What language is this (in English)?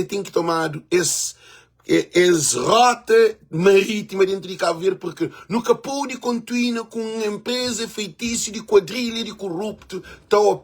Kabuverdianu